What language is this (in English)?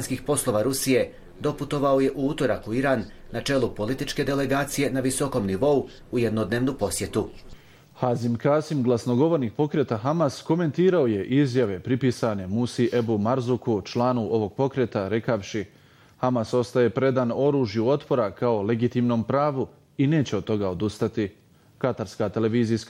Bosnian